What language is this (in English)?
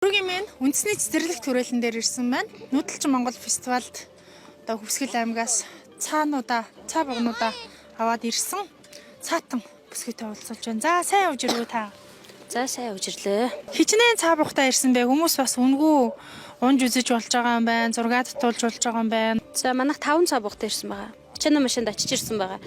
Mongolian